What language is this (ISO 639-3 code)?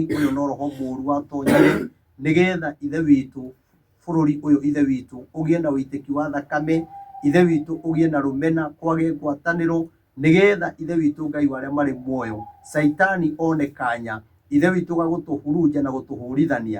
kik